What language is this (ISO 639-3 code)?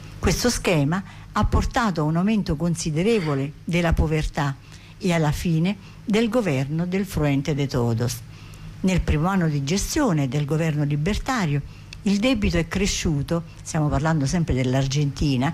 ita